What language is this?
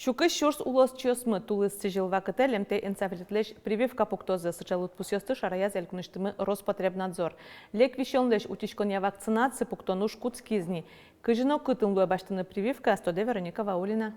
Udmurt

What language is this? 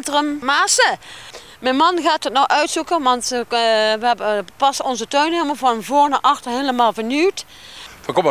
Limburgish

